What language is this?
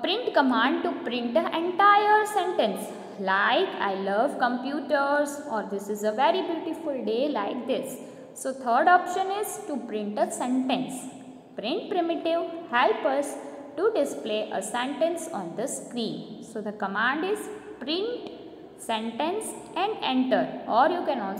English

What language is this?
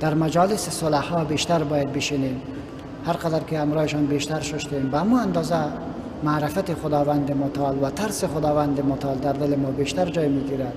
Persian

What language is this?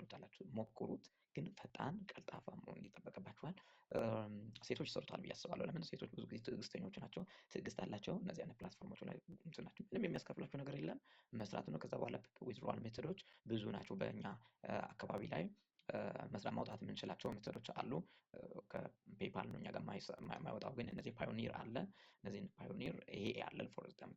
Amharic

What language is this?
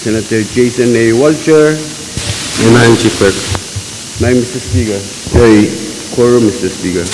Pohnpeian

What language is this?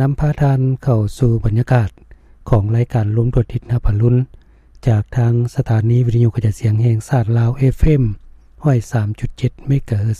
Lao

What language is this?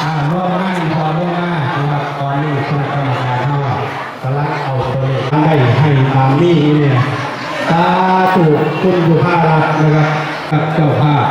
Northeastern Thai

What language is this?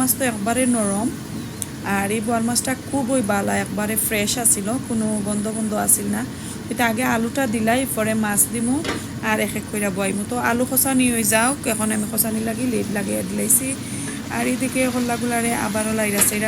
Sylheti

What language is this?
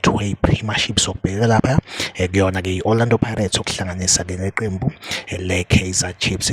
Zulu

